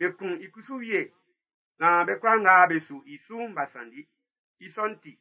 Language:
Baoulé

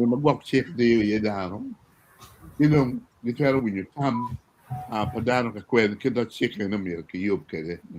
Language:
Acoli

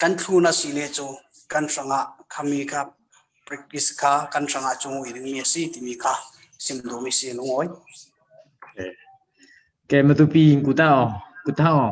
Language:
Hakha Chin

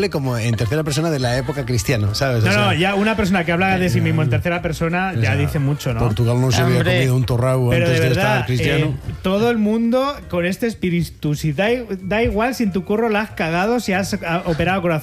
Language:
Spanish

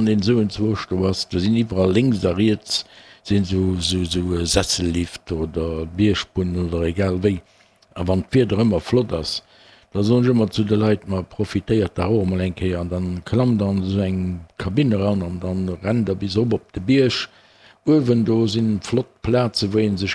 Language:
Luxembourgish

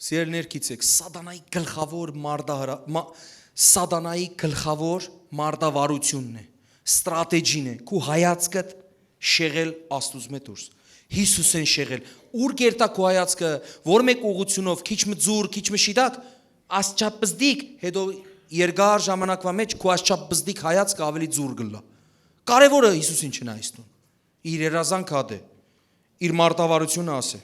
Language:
Western Armenian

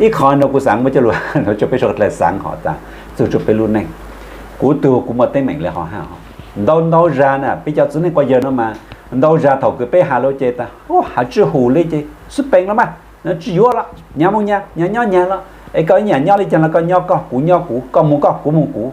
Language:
Hmong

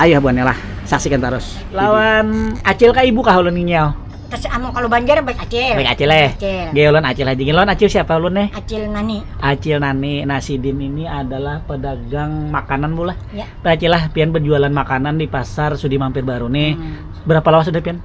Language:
Banjar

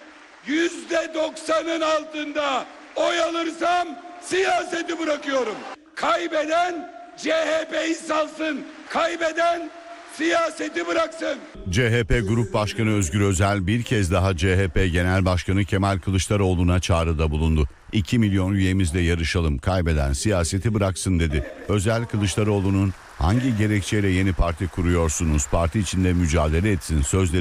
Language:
Turkish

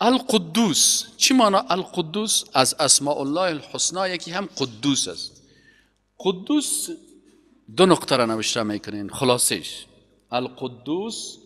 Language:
Persian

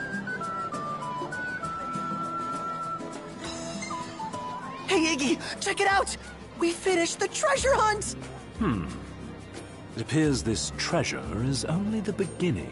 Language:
English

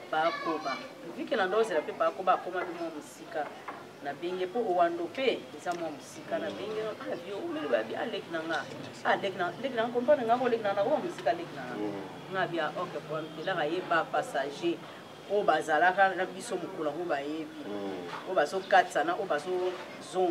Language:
Lingala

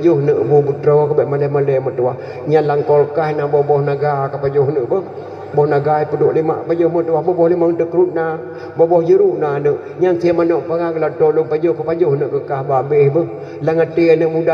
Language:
Achinese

